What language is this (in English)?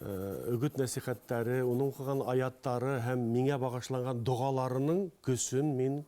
Bashkir